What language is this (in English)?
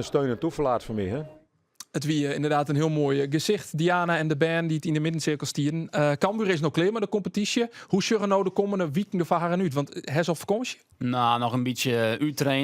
Western Frisian